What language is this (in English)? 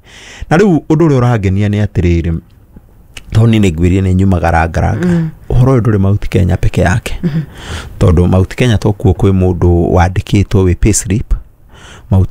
Kikuyu